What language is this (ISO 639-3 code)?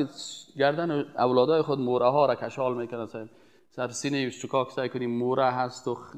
fas